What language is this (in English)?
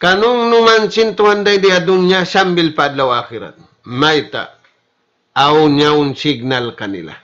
Tausug